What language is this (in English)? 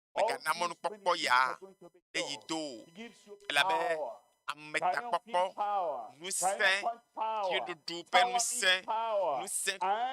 Ewe